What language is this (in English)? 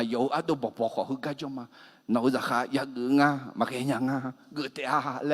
Akha